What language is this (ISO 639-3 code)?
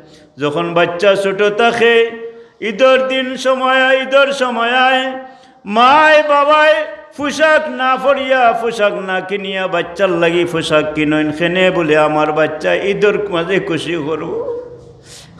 syl